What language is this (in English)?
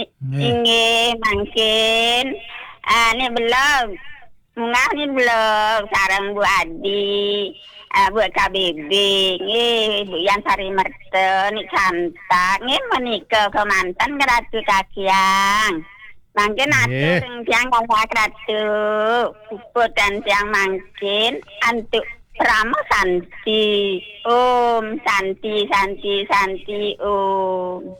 Balinese